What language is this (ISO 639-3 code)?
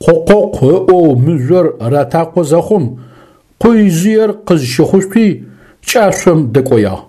ady